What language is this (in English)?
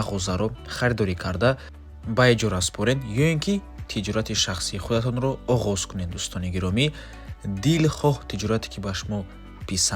Tajik